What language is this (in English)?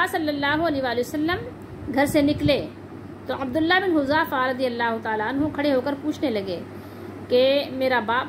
Urdu